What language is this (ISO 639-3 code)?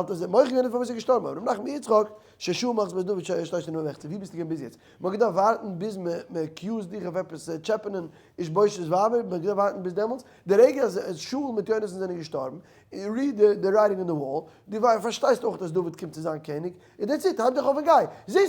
yid